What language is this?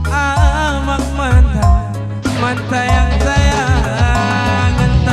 Batak Karo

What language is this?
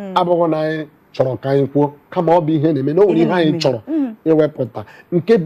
Igbo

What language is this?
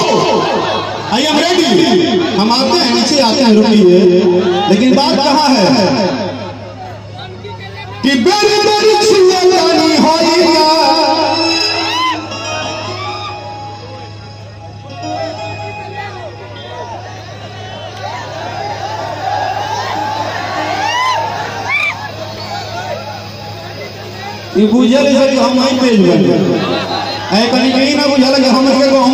Bhojpuri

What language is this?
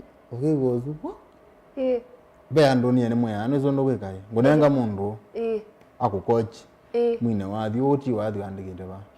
Kamba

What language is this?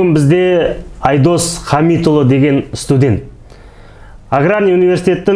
Kazakh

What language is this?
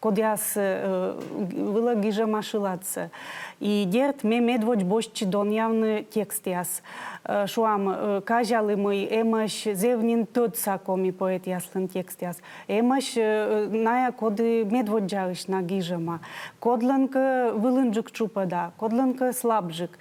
Komi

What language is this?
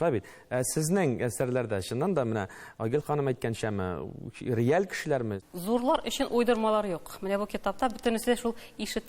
Tatar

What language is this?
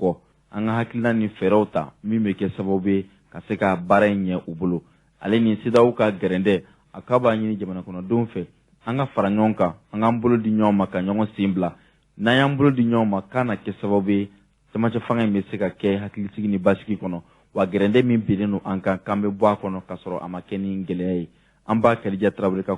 Bambara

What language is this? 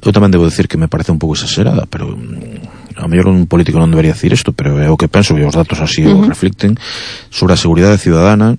Galician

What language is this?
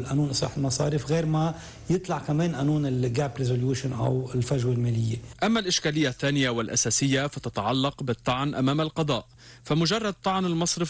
North Levantine Arabic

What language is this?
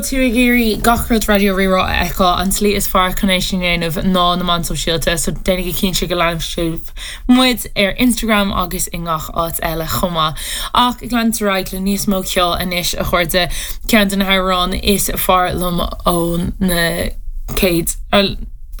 Irish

